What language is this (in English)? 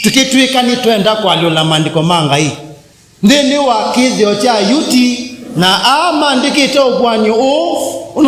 Kamba